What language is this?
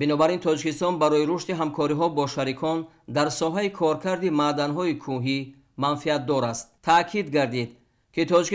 Tajik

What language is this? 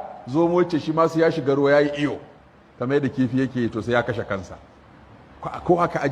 Hausa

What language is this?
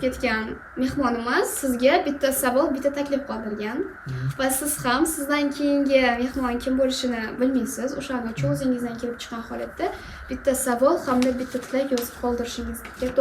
Uzbek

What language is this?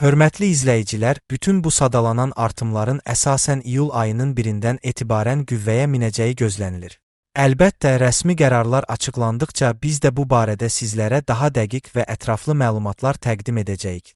Azerbaijani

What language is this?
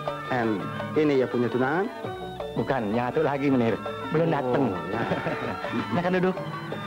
Betawi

